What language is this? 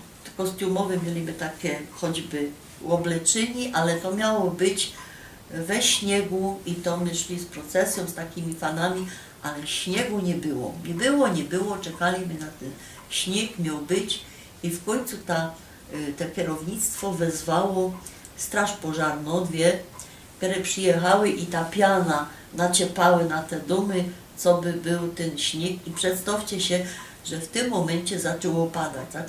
Silesian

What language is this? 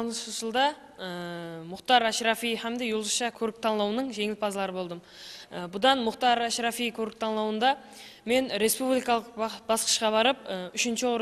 Kara-Kalpak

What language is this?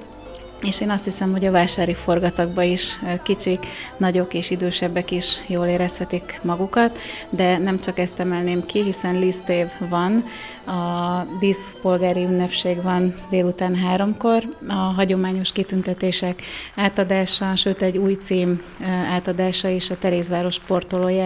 Hungarian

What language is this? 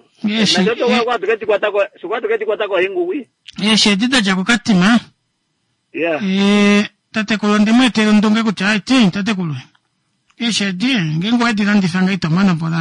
Kuanyama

